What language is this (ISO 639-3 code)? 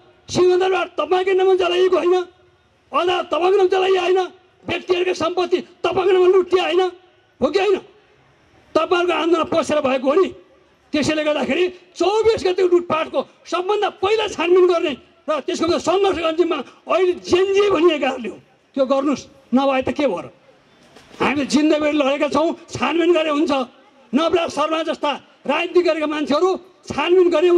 nep